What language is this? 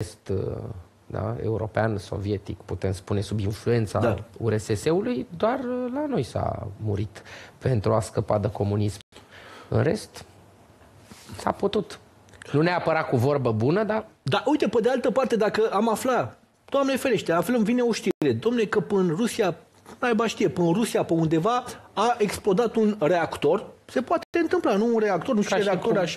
Romanian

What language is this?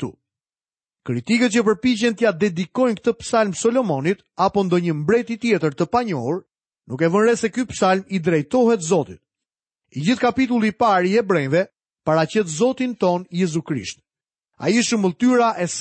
Albanian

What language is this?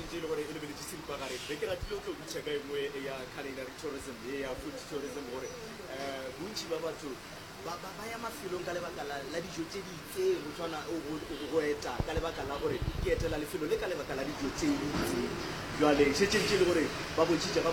Northern Sotho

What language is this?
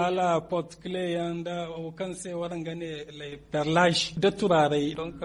Zarma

